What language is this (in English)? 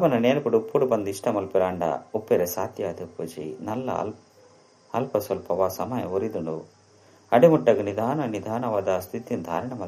Tulu